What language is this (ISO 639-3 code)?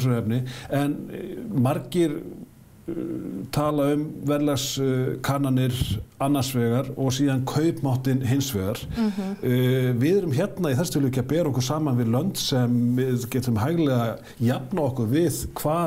isl